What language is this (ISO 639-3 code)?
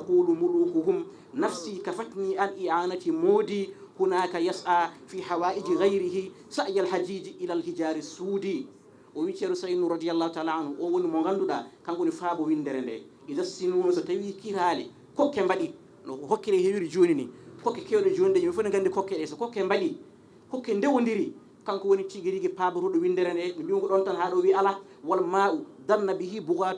ful